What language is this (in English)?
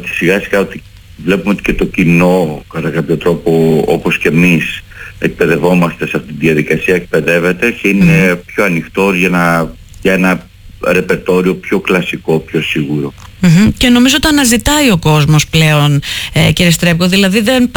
Greek